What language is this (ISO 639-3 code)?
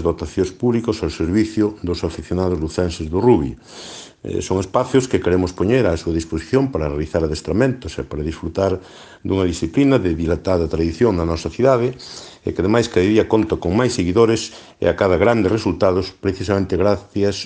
glg